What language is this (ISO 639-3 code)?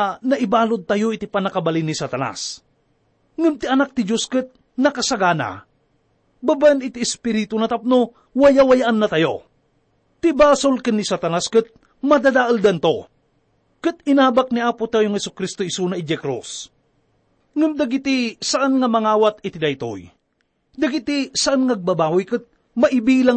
ilo